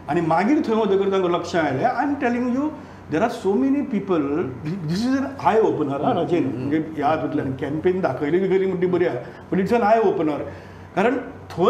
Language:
Konkani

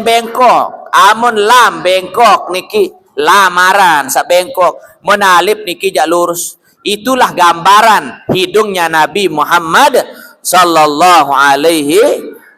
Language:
Sasak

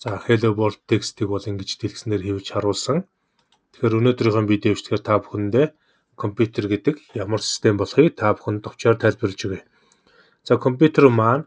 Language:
Mongolian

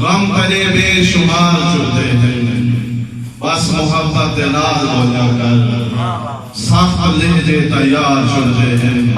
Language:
Saraiki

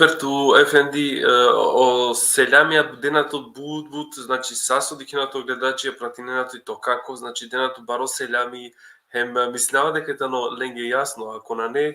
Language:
Balkan Romani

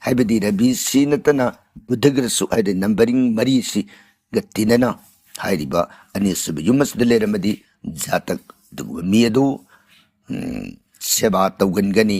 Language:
Manipuri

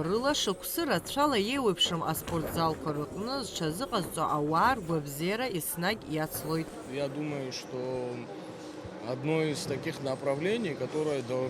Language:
Abkhazian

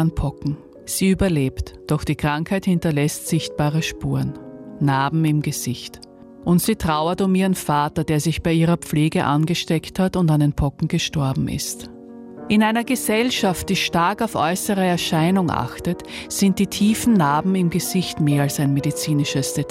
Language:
German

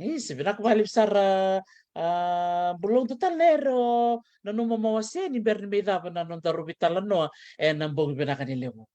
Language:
Fijian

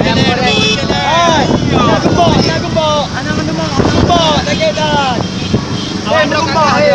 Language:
Achinese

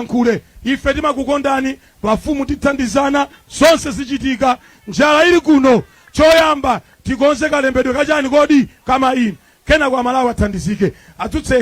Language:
Nyanja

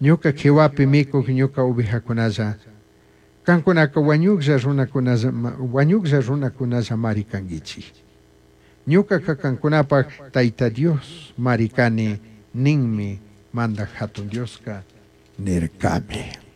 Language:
Chimborazo Highland Quichua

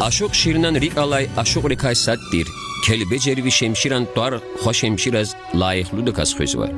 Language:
Lezghian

